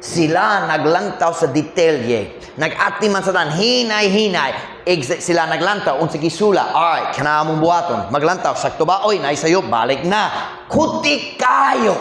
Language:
Cebuano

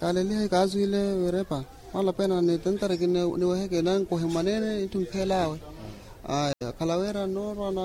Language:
Makhuwa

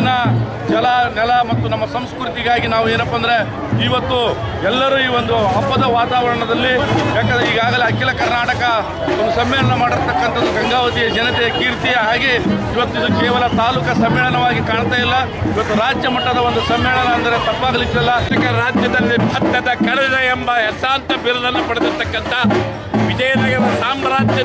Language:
Kannada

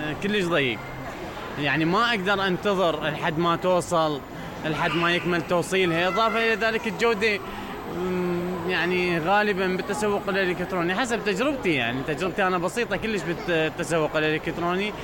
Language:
Mesopotamian Arabic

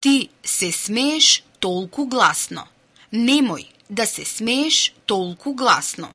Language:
Serbian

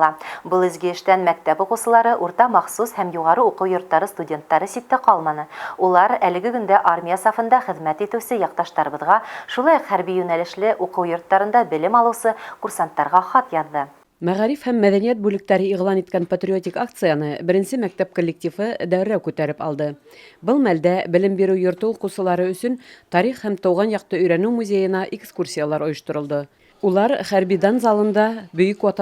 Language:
Bashkir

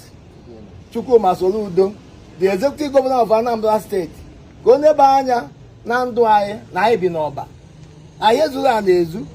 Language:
Igbo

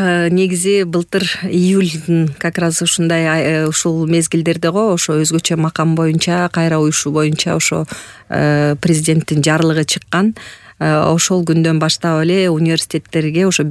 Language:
Kyrgyz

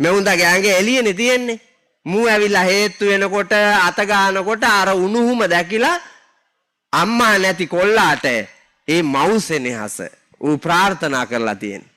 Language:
Sinhala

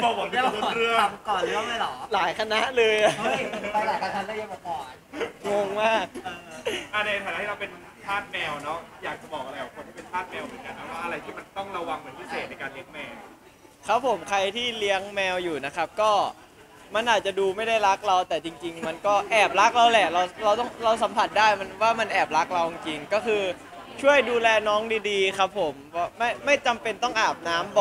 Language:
Thai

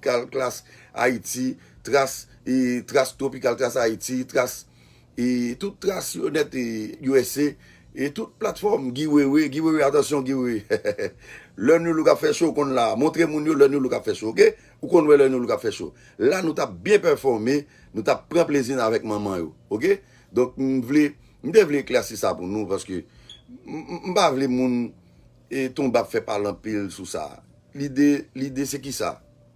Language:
Haitian Creole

